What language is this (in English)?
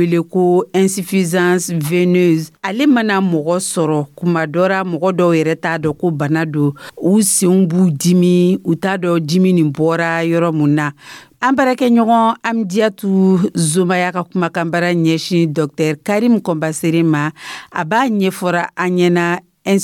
Dyula